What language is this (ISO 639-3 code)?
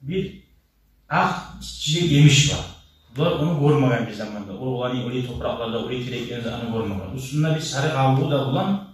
kum